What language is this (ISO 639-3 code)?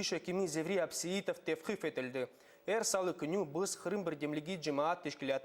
crh